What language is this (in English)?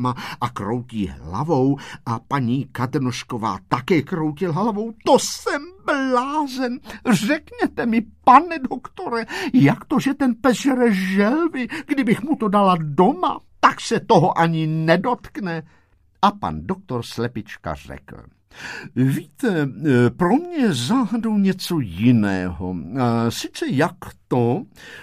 Czech